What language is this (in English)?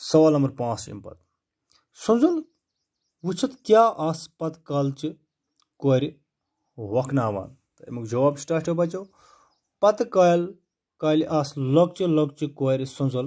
Kashmiri